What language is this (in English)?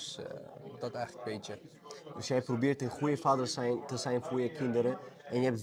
Dutch